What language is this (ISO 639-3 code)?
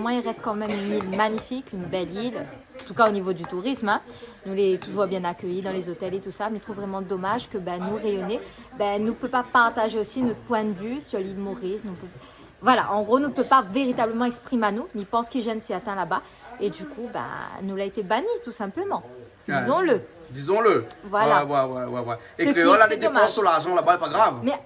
rcf